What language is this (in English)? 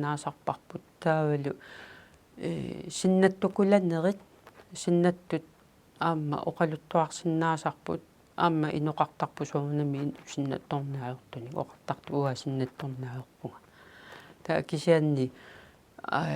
Kalaallisut